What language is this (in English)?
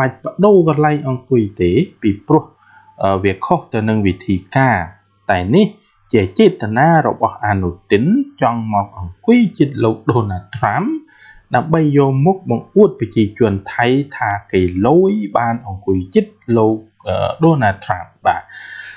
Khmer